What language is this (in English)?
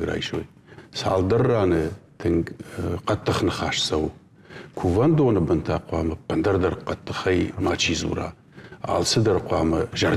Ossetic